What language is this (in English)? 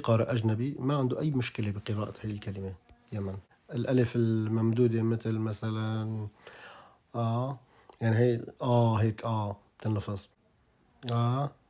North Levantine Arabic